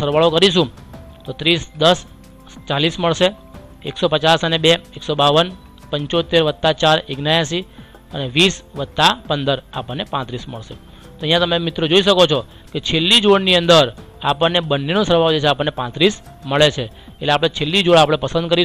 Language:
Gujarati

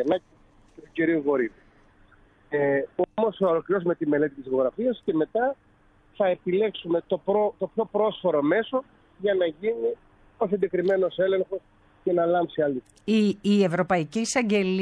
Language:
Greek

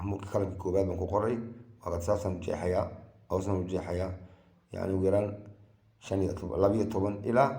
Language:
Somali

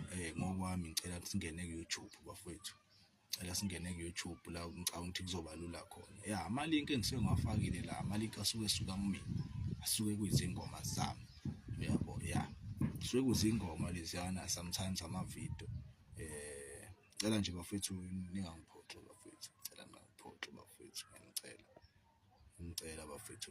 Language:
Zulu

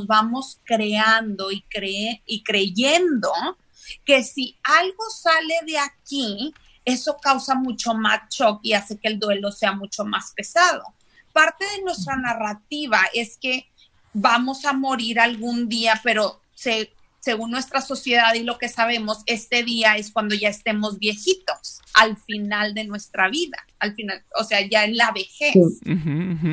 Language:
Spanish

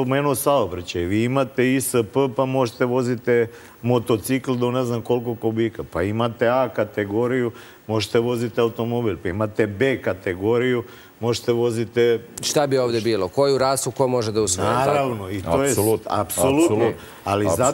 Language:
Serbian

